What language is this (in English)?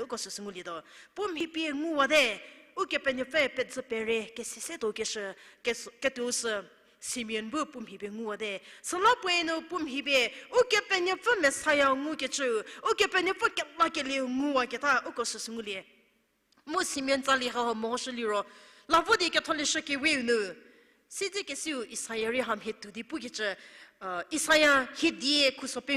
Angami Naga